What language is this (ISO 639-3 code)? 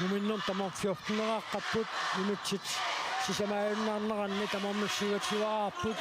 kal